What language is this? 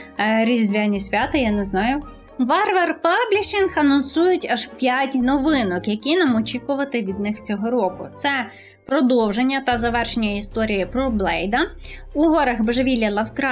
Ukrainian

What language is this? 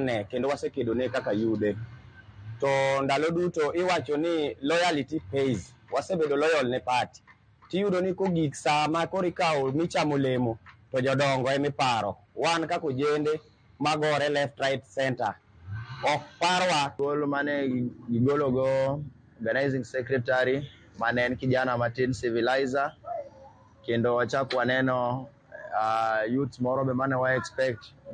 Luo (Kenya and Tanzania)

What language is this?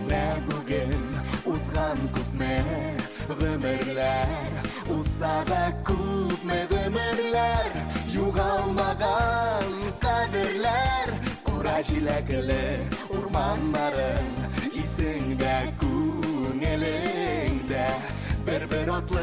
Tatar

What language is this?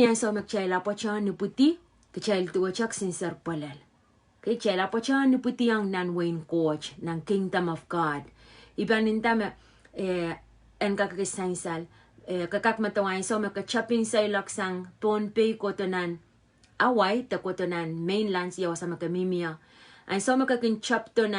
Pohnpeian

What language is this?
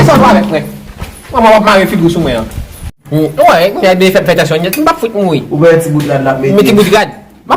Haitian Creole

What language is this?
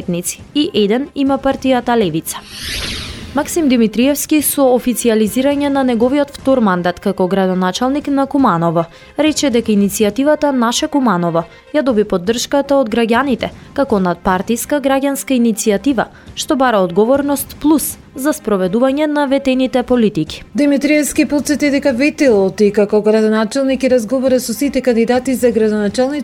Macedonian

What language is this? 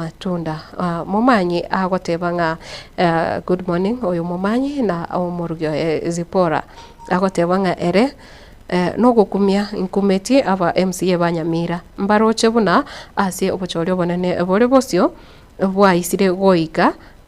Gusii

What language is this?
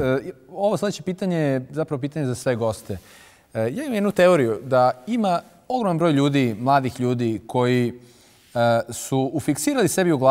Bosnian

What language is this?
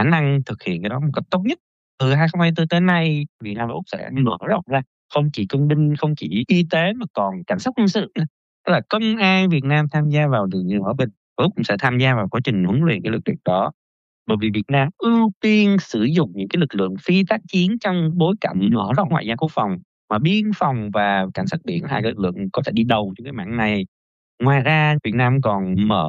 Vietnamese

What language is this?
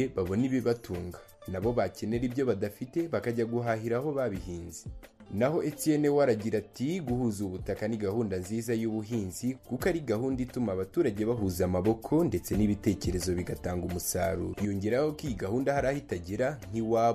Kinyarwanda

